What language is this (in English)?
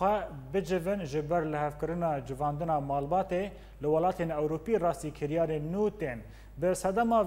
Kurdish